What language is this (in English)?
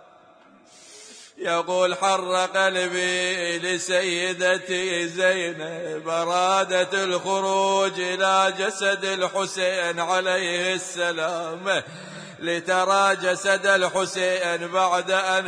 Arabic